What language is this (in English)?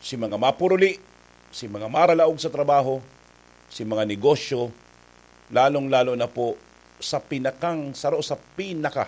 Bikol